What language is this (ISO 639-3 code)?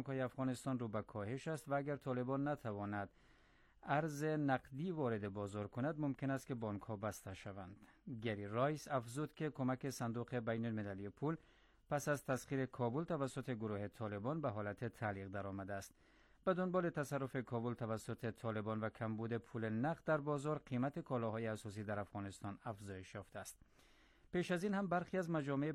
fas